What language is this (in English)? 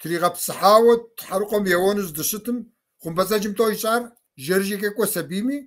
Kabardian